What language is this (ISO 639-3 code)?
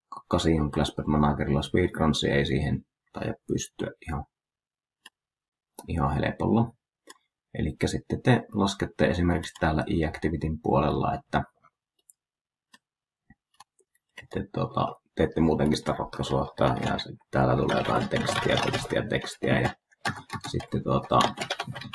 fin